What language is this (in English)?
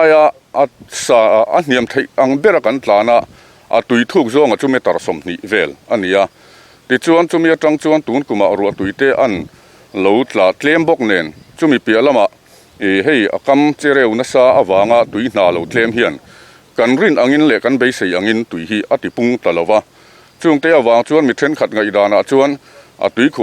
Mizo